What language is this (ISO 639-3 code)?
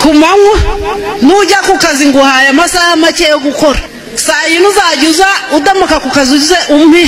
kin